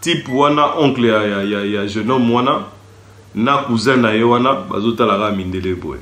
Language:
Lingala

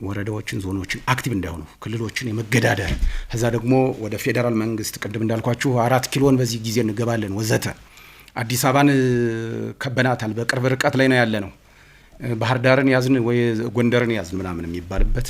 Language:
Amharic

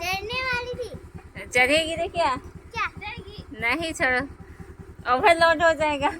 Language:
Santali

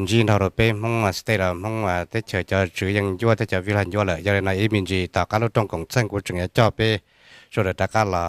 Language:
Hmong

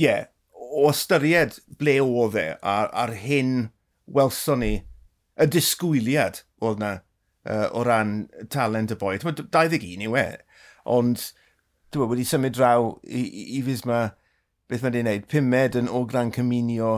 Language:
Welsh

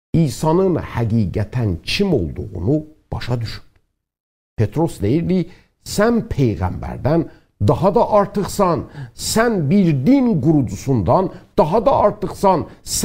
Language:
South Azerbaijani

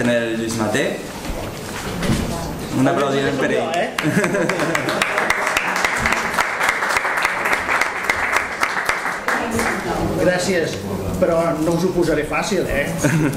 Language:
Catalan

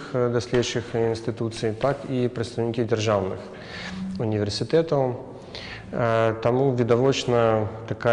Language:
Belarusian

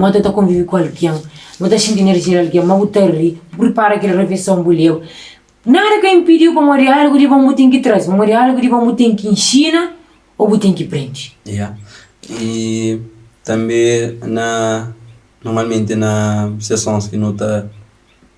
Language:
Kabuverdianu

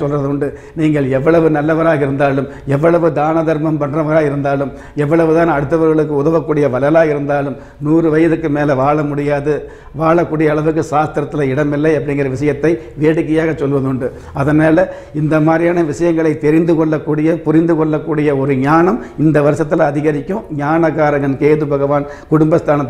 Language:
Tamil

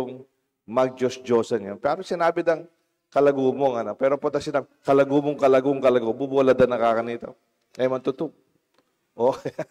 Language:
Pampanga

